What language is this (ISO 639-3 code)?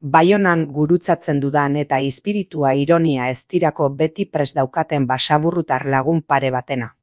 eus